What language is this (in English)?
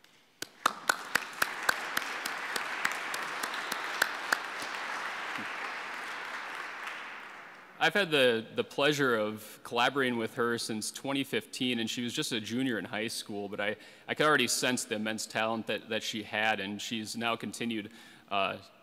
English